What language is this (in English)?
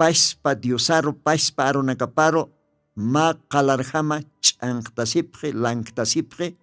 Aymara